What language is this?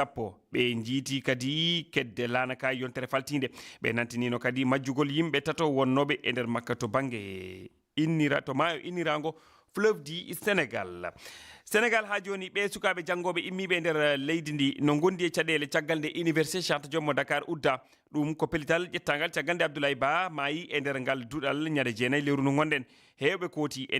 Fula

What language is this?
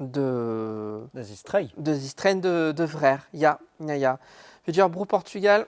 Breton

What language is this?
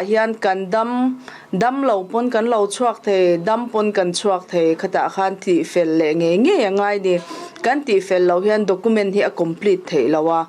Mizo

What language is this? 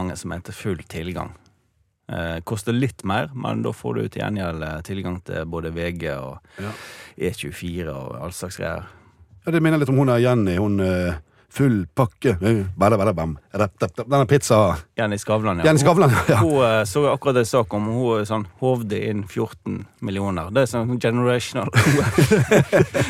Norwegian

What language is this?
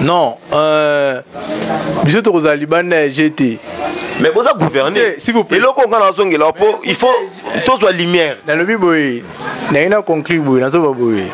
Lingala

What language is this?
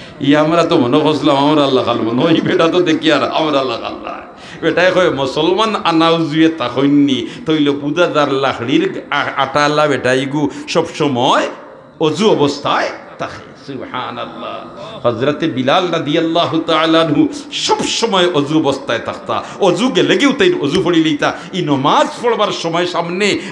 Sylheti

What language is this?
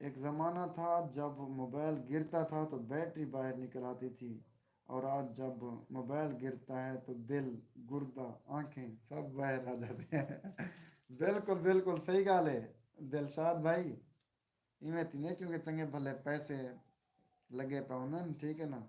Saraiki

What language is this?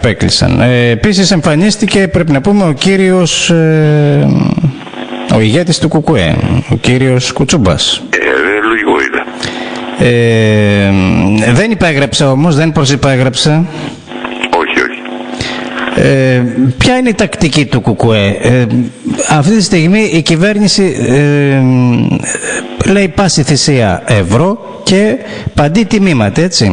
Greek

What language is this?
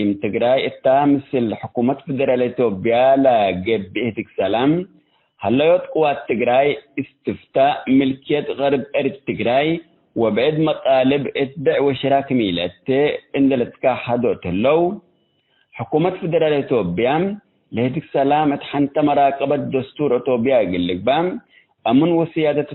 Tigre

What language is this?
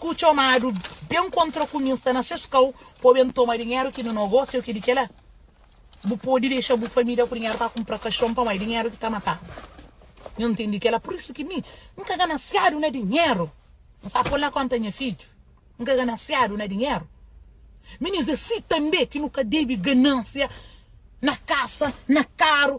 Kabuverdianu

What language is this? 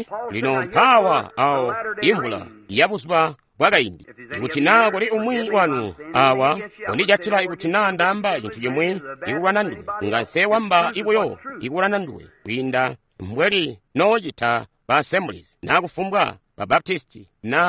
Tonga (Zambia)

